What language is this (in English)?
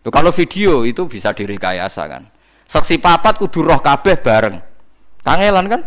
Javanese